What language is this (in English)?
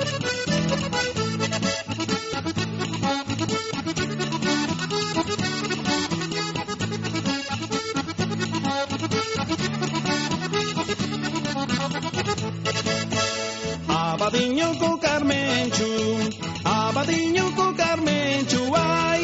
Basque